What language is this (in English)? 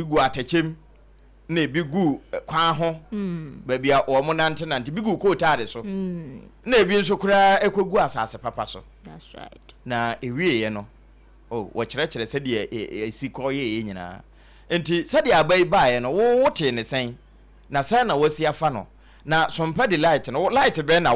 Akan